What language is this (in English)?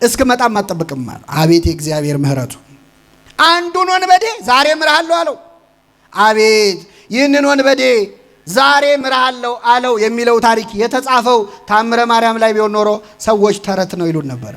Amharic